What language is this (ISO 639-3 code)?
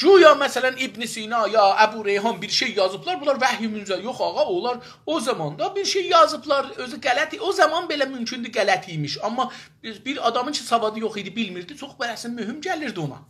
azb